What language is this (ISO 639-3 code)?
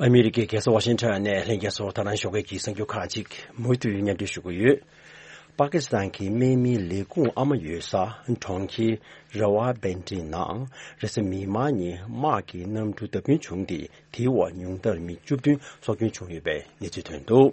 bod